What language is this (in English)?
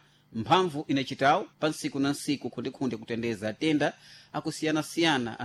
Sena